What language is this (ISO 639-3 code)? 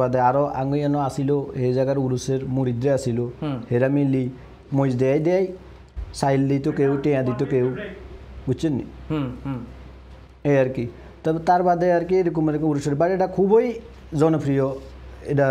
ben